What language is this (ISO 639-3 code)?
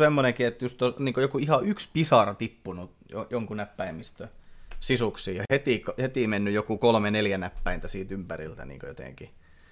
fin